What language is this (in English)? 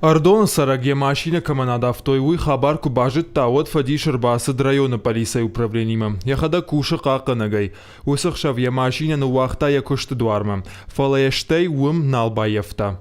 Ossetic